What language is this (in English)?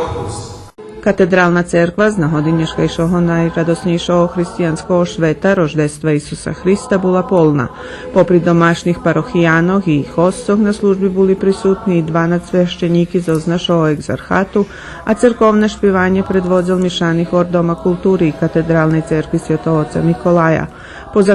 Rusyn